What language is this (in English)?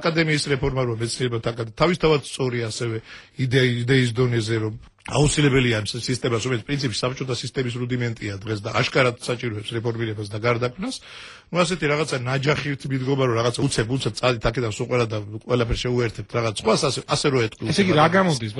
Georgian